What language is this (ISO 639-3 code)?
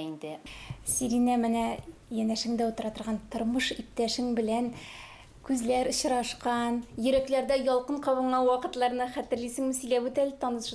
tat